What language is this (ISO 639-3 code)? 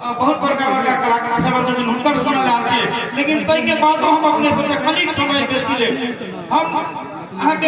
mai